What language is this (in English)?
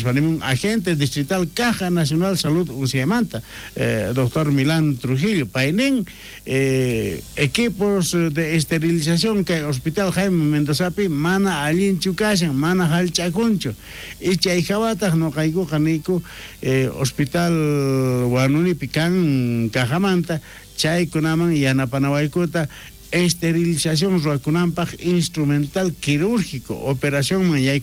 South Bolivian Quechua